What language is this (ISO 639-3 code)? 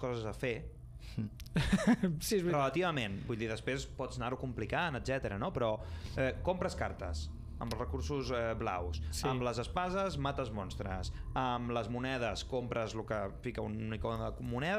cat